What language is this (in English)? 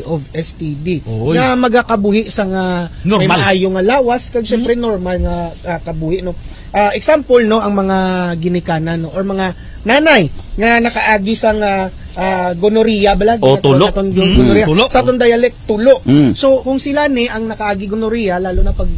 Hiligaynon